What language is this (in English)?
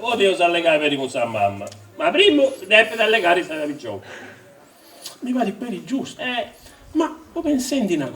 Sardinian